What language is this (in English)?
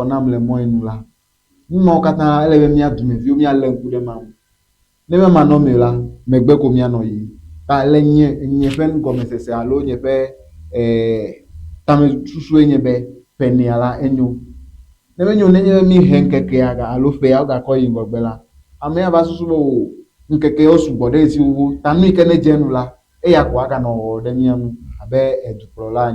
Ewe